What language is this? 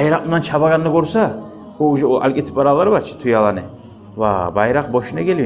Kumyk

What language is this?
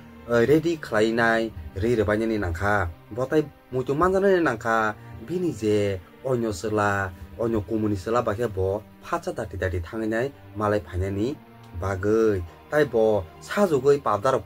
Kok Borok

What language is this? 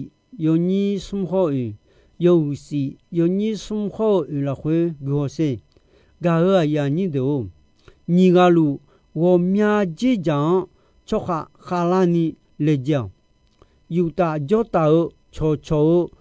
Akha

